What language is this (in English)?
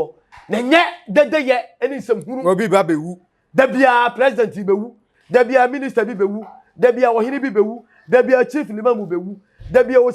Akan